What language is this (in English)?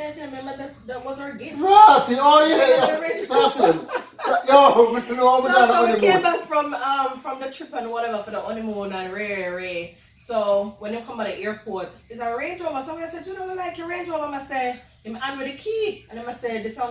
Jamaican Creole English